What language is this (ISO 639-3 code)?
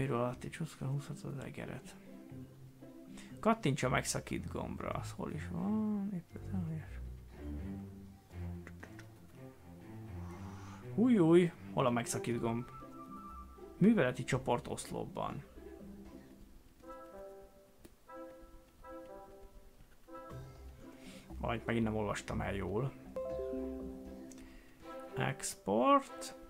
hun